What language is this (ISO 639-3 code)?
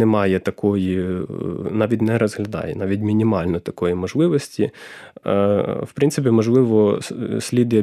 ukr